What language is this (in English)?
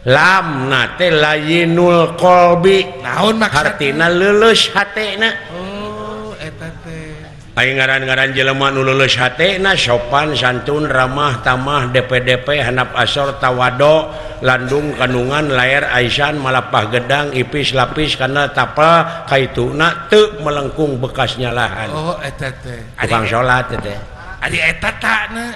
Sundanese